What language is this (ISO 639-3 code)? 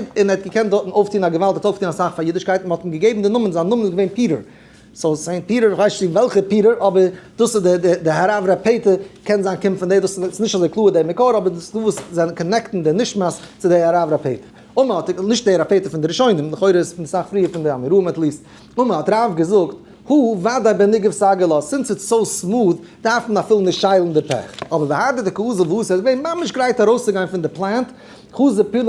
yid